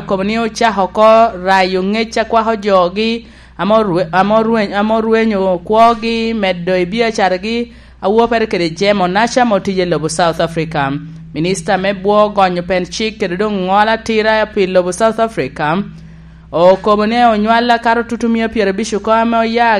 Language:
Lango (Uganda)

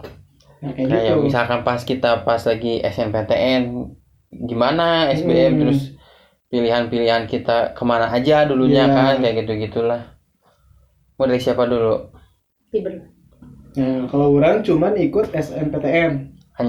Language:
Indonesian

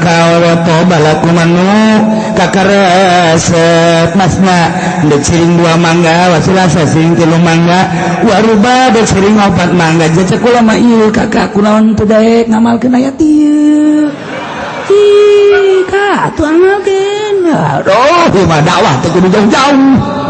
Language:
Sundanese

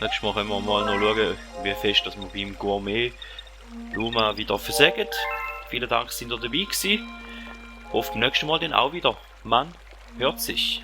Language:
Swiss German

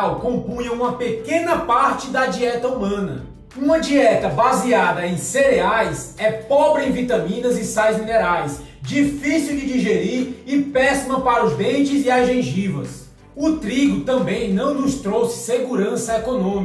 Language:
Portuguese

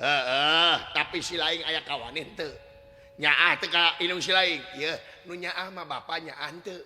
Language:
Sundanese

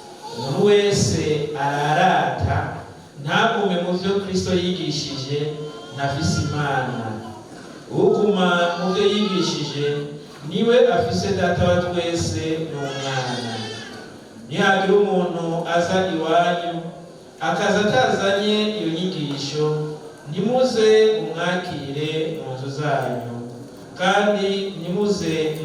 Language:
Rundi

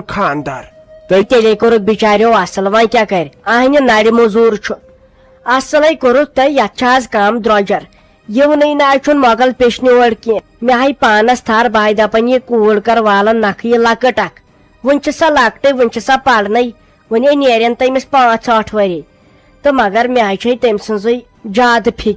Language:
Kashmiri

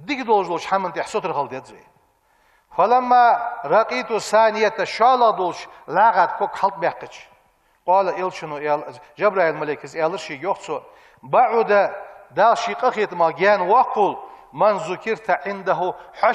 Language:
Ingush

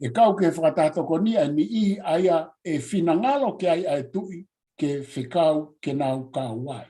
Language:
Tongan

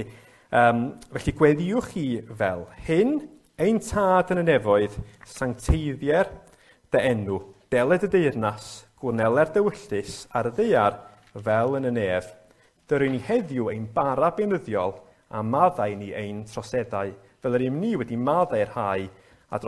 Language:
Welsh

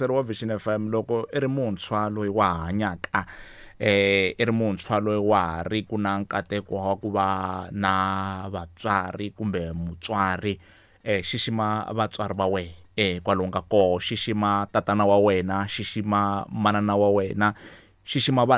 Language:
Tsonga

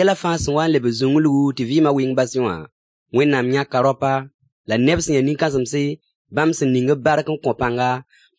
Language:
Mossi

